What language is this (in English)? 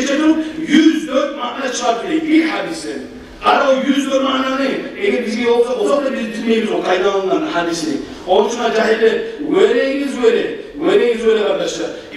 Kumyk